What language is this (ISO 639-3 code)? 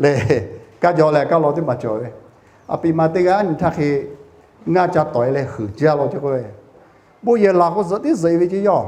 lhu